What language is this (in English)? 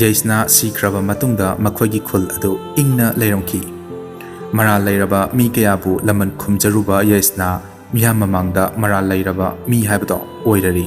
Manipuri